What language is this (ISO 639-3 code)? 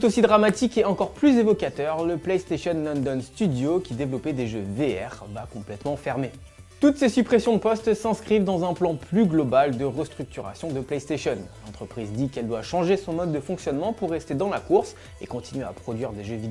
fra